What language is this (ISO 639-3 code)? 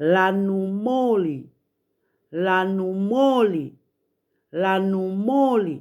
ton